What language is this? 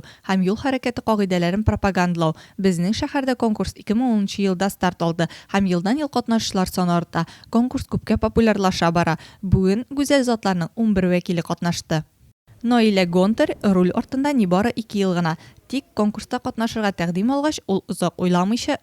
Tatar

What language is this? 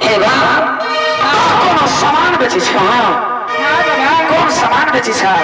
Maithili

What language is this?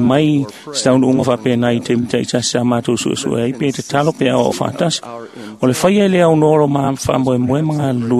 Samoan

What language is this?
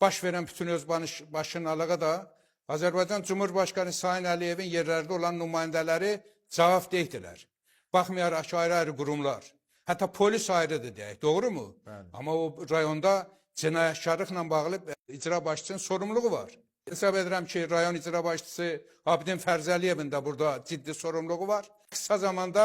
Azerbaijani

